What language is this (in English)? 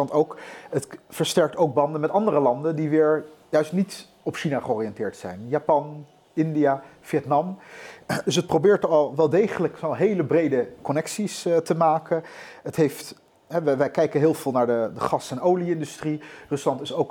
Dutch